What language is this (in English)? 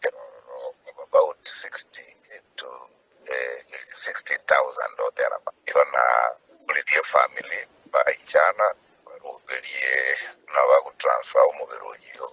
Gusii